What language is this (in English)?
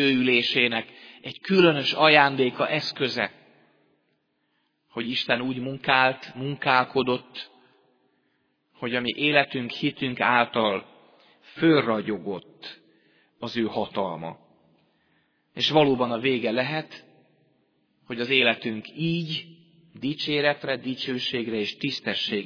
Hungarian